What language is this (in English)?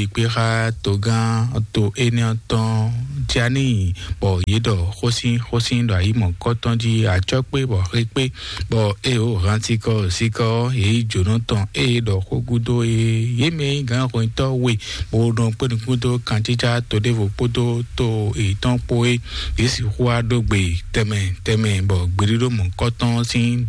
Fon